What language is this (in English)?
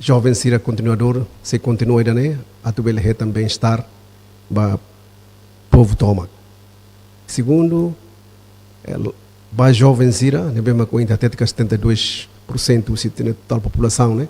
Tetum